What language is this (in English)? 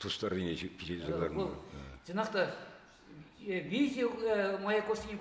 Chuvash